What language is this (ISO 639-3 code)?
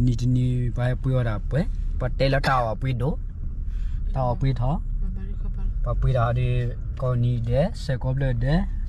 ksw